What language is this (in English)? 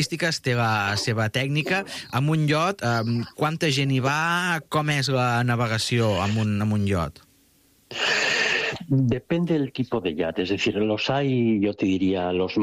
Catalan